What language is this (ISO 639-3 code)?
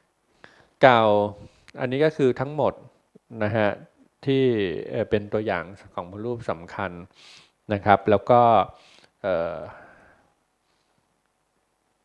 tha